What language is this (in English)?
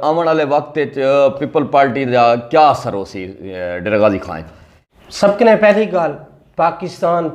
Saraiki